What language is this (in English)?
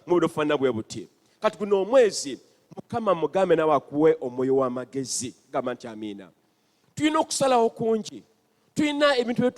Ganda